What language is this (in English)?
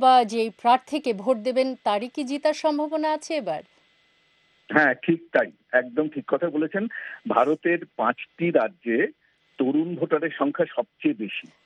Bangla